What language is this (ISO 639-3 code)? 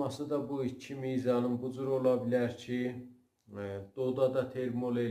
azb